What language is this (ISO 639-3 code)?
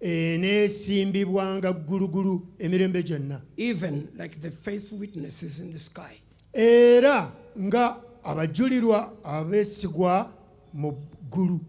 lug